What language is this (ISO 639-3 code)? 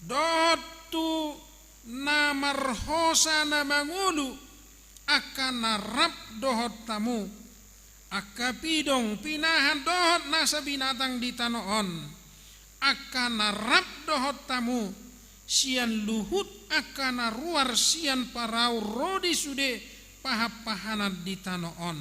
bbc